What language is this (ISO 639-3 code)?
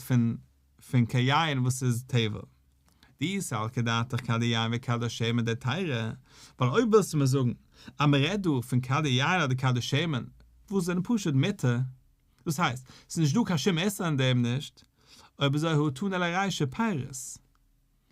yid